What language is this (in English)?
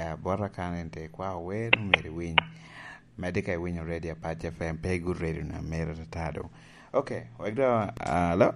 Lango (Uganda)